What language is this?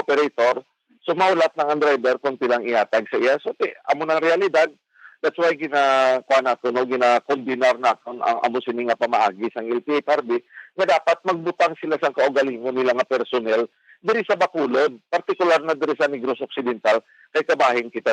Hiligaynon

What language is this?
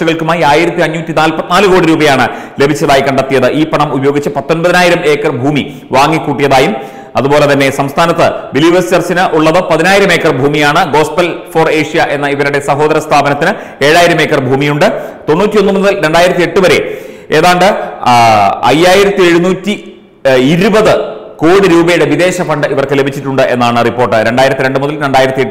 Malayalam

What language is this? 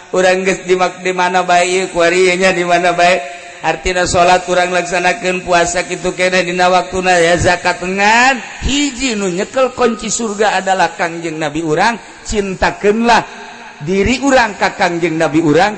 Sundanese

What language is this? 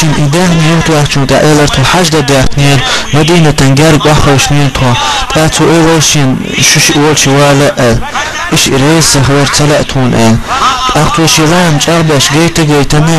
Chechen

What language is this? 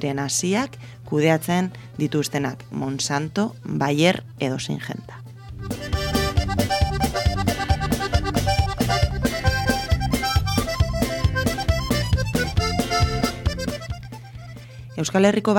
Basque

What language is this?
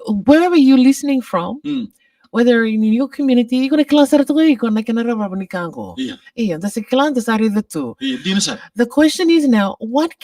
Fijian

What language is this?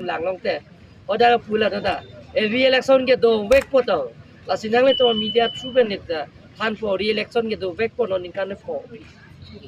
Karbi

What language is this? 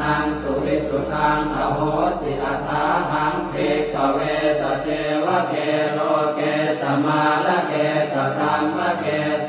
Pali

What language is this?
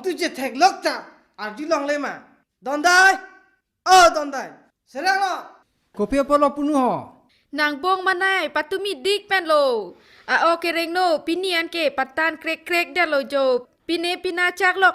Karbi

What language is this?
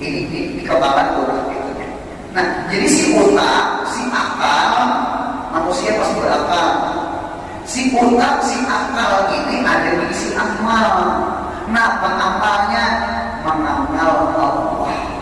Banjar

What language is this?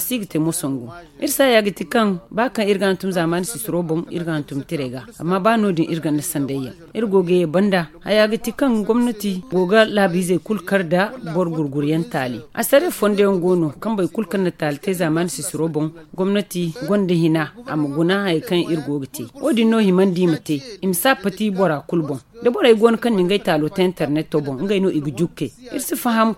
Zarma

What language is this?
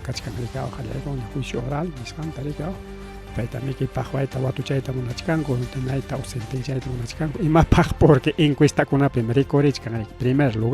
Ayacucho Quechua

